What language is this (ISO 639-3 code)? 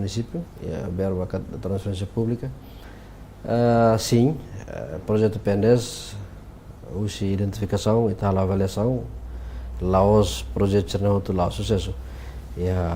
tet